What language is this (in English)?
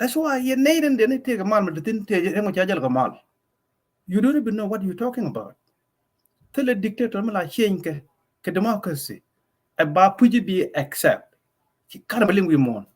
Nuer